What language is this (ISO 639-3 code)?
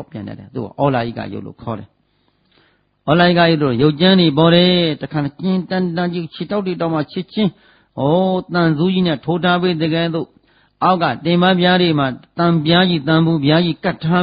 mya